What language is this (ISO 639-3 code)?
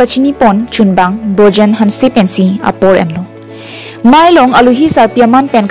mjw